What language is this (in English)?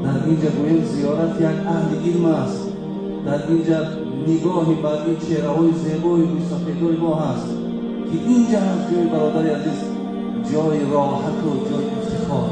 Tajik